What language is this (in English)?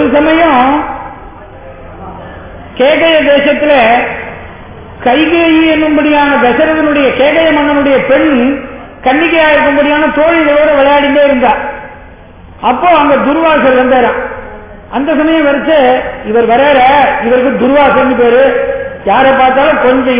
Tamil